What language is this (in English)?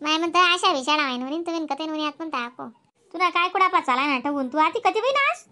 Khandesi